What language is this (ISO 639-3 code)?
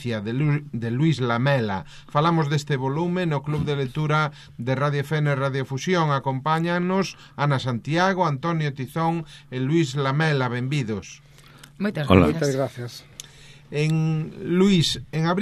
glg